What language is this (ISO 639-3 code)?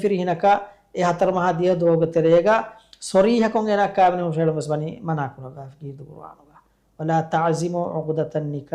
div